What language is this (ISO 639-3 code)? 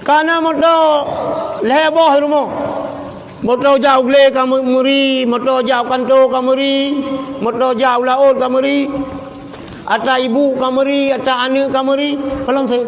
ace